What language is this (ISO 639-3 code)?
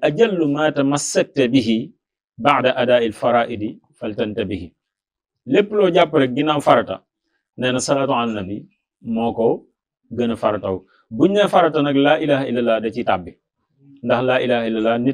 wol